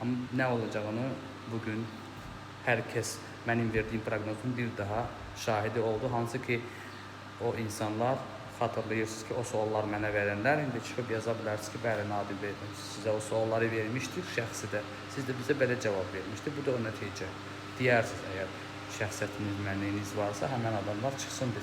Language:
Azerbaijani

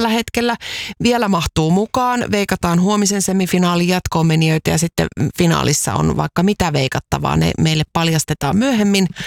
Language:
Finnish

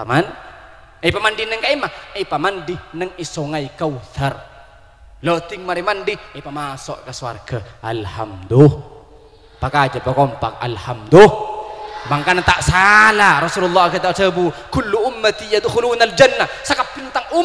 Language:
Madurese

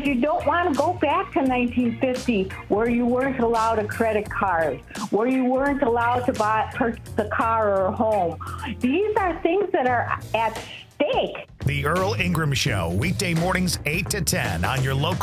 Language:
English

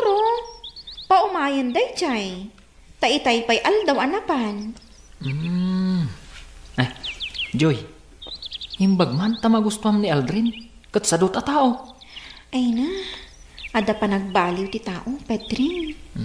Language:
Iloko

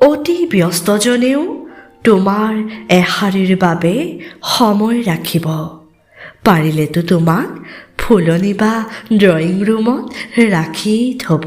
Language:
Assamese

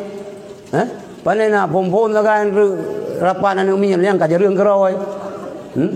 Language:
Achinese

